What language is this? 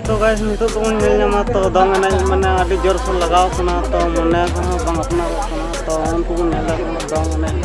Santali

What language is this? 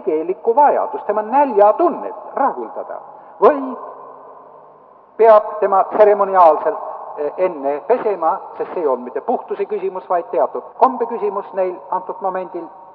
Estonian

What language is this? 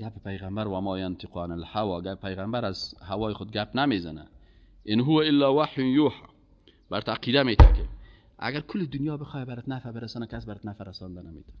Persian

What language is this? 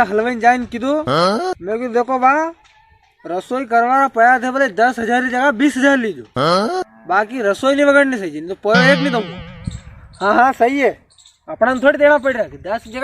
Rajasthani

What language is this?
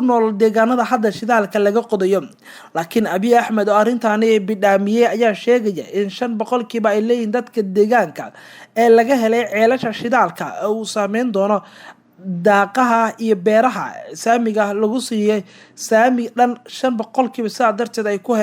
Somali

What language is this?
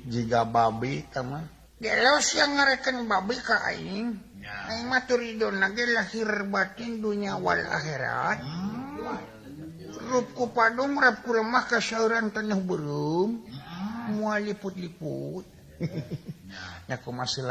Sundanese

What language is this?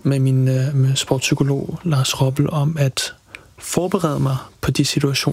Danish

